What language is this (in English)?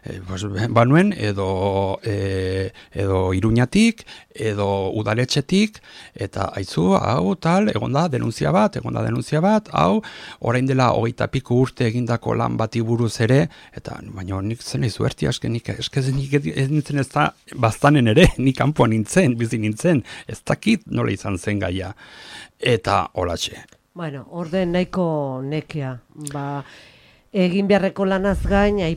Basque